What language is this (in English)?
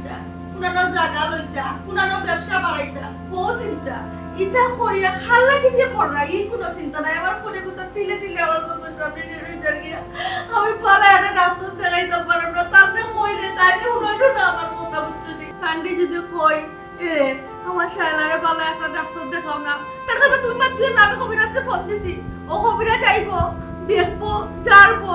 Sylheti